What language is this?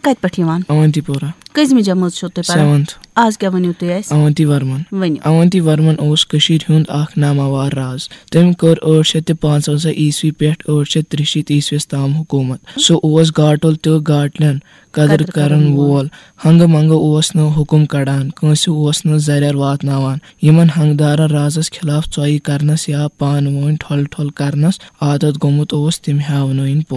Kashmiri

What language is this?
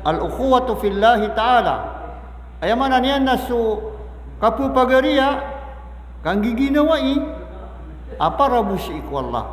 Maranao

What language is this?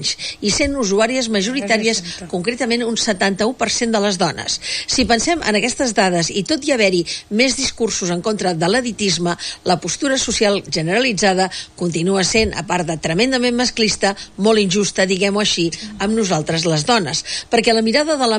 Catalan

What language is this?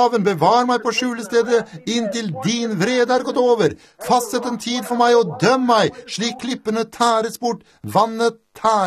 Norwegian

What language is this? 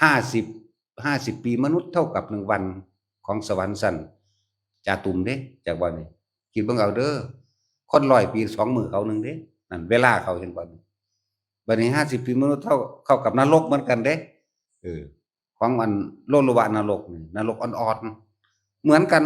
Northeastern Thai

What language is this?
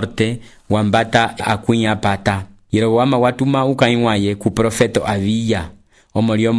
Umbundu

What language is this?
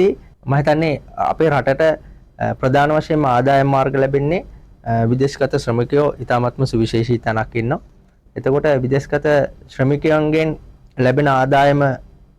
Sinhala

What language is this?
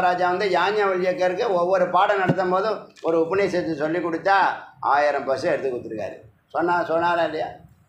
Tamil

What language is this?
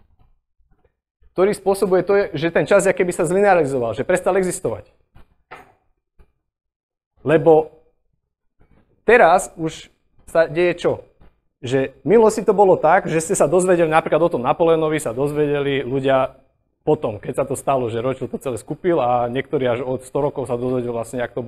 Slovak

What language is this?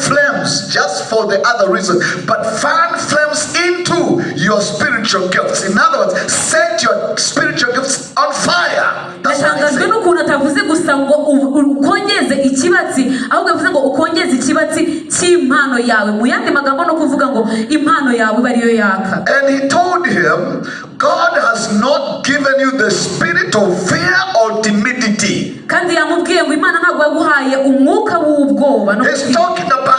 Kinyarwanda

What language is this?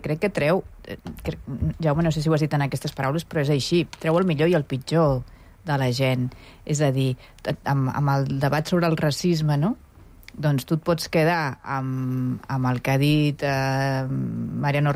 Catalan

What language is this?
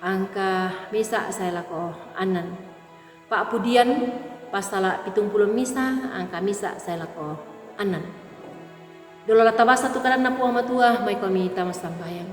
Toraja-Sa'dan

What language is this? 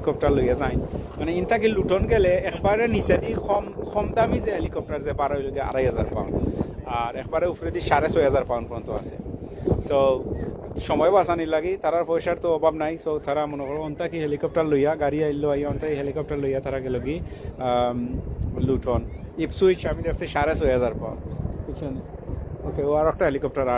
Sylheti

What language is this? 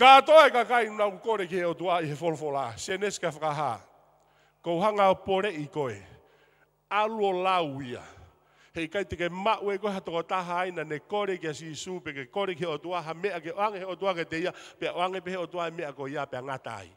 Tongan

